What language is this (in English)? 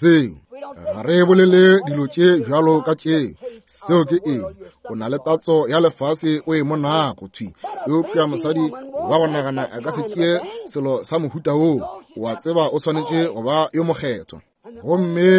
Northern Sotho